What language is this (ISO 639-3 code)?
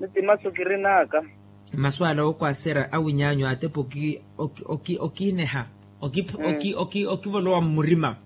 vmw